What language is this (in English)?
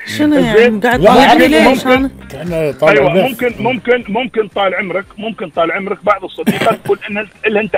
Gulf Arabic